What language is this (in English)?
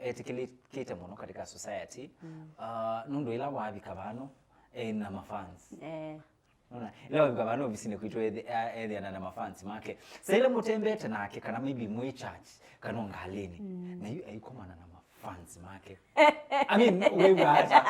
Kamba